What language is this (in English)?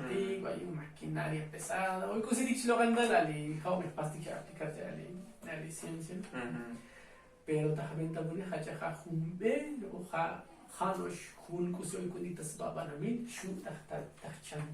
Tzotzil